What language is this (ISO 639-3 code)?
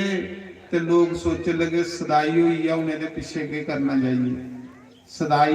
doi